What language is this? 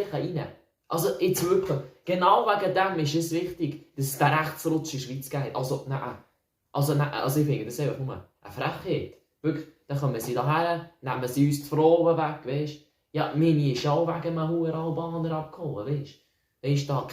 Swiss German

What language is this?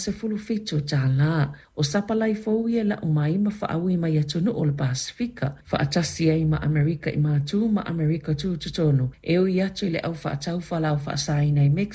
Samoan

